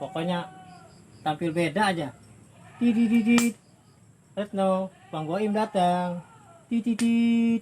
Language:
Betawi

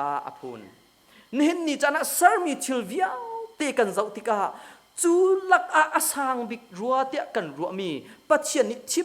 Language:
Hakha Chin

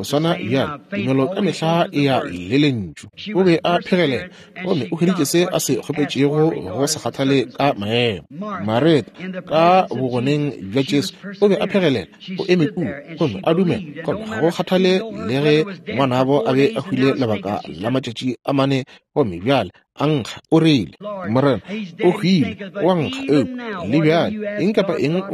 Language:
Northern Sotho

